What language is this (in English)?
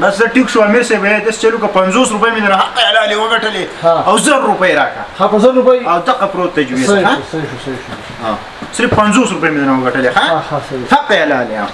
Pashto